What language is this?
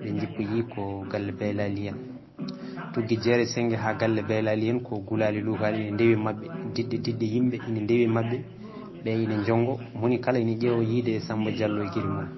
Fula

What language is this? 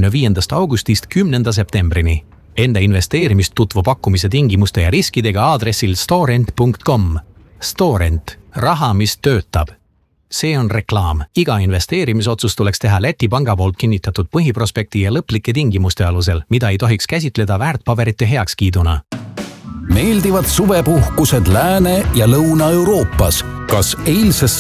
Estonian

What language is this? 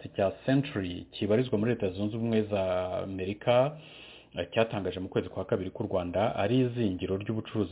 Kinyarwanda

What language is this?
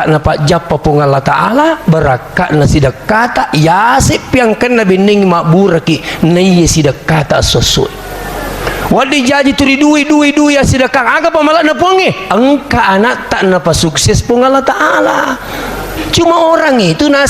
Buginese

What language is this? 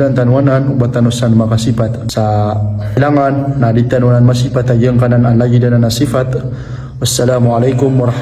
Maranao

